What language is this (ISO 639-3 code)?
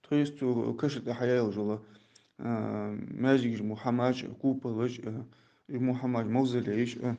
inh